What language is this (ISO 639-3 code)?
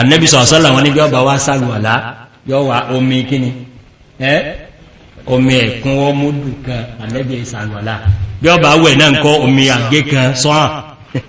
yor